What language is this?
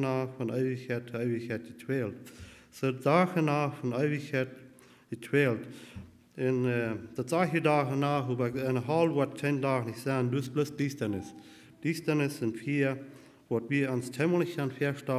Plautdietsch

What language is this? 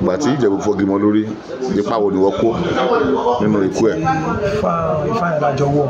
Yoruba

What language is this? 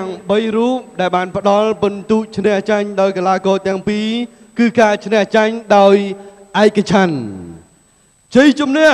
Khmer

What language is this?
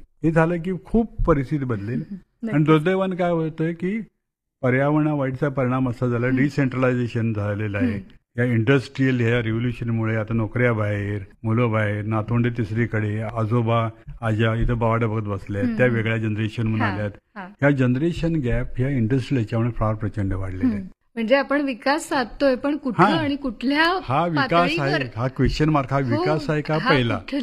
Marathi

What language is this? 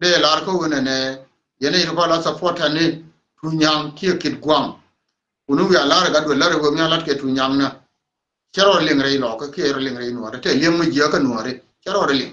Nuer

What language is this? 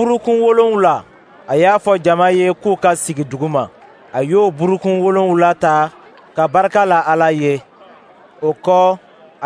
Dyula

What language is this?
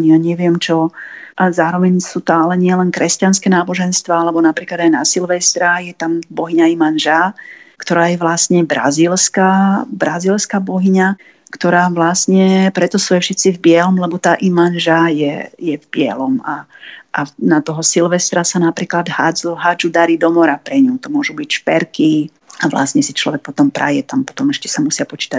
Slovak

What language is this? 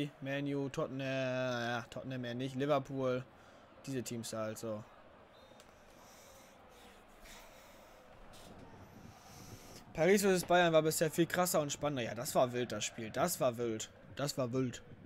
German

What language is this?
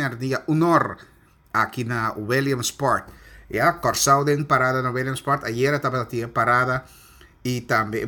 Papiamento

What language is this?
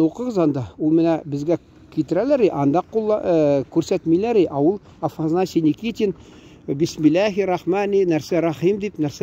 Tatar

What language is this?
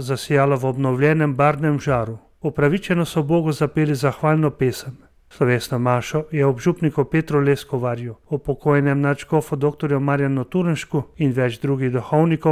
Slovenian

